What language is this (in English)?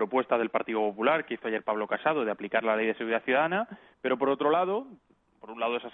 Spanish